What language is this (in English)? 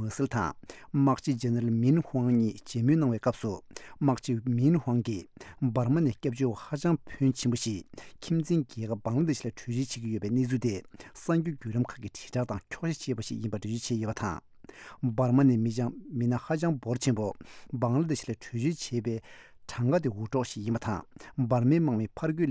Tibetan